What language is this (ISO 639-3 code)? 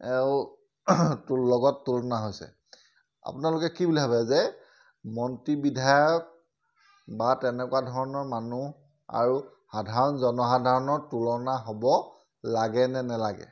asm